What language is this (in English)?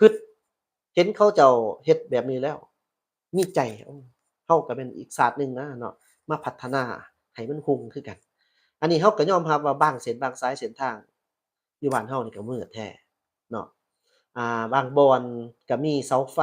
Lao